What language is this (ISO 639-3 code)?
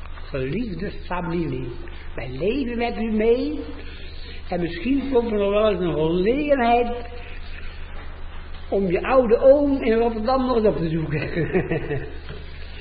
nld